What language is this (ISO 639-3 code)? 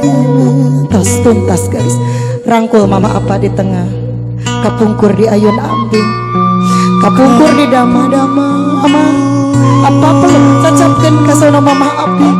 sun